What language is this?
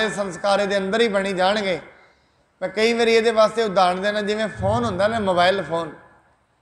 Punjabi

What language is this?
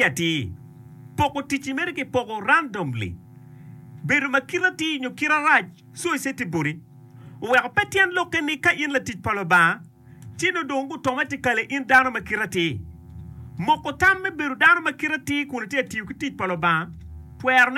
Acoli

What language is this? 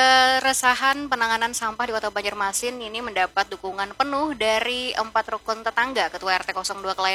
Banjar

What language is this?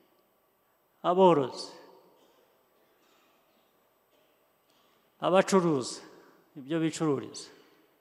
Kinyarwanda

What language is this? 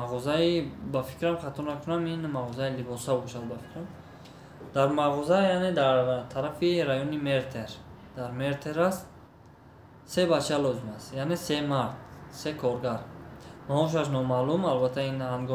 Tajik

